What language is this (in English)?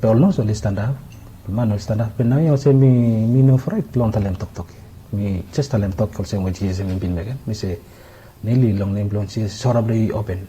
Bislama